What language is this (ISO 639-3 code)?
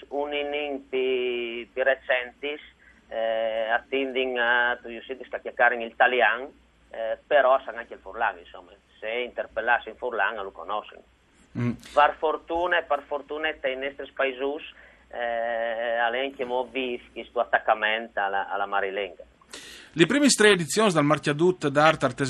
fur